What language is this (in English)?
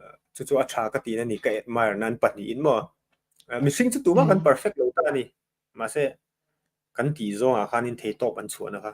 Mizo